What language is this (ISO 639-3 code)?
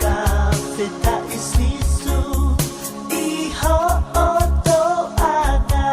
ton